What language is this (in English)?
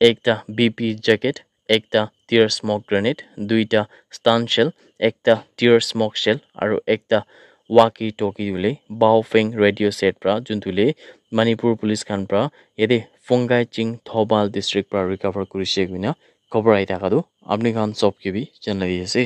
Naga Pidgin